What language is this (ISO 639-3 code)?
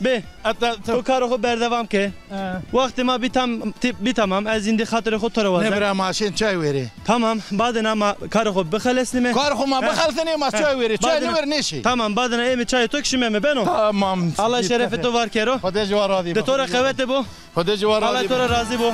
zza